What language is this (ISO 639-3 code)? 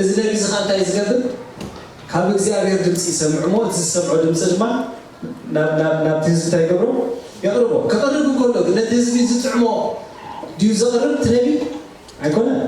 tir